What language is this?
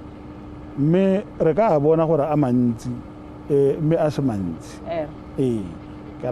Tswana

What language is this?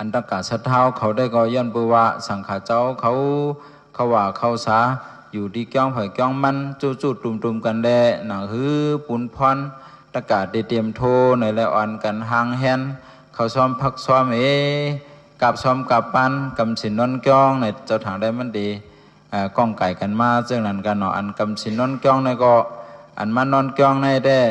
Shan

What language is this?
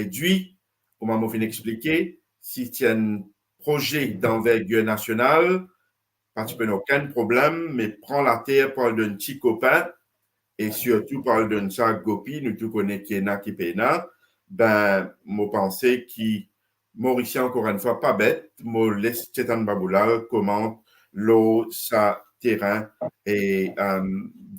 Morisyen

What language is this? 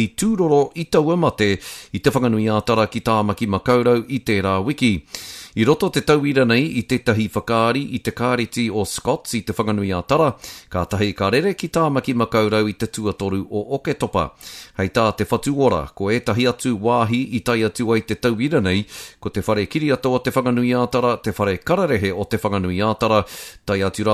Māori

